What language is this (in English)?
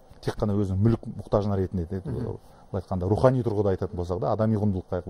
Kazakh